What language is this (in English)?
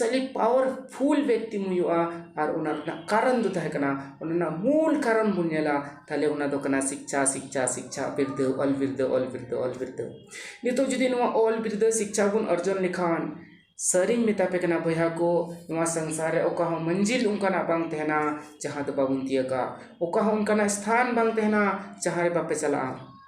Santali